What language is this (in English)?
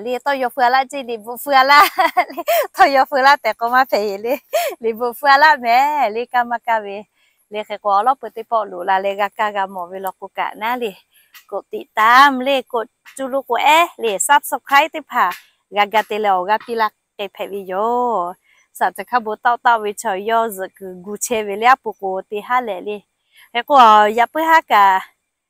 Lahu